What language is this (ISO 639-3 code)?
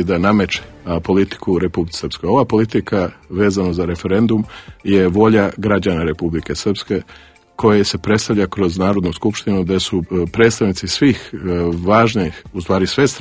srp